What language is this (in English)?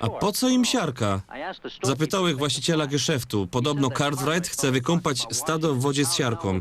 Silesian